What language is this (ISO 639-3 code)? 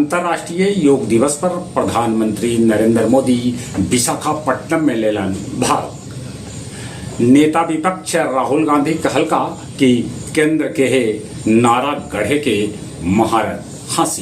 mag